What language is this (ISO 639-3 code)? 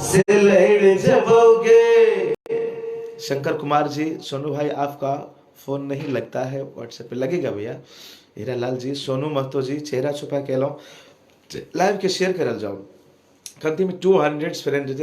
mai